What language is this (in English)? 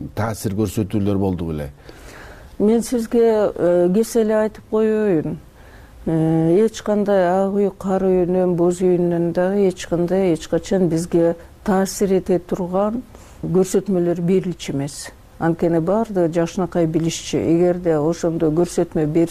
Kyrgyz